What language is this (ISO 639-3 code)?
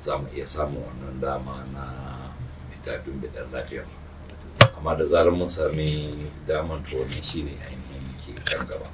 hau